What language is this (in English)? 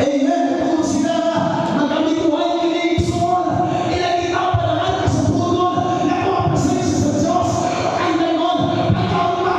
Cebuano